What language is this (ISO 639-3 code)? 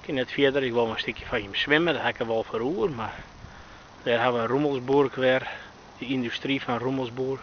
fry